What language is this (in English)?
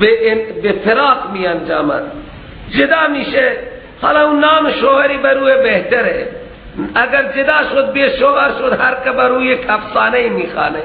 Persian